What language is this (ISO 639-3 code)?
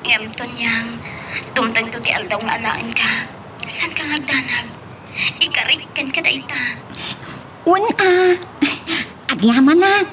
ilo